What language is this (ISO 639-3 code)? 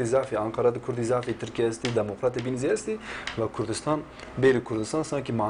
zza